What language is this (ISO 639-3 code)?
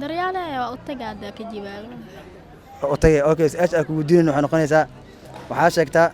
som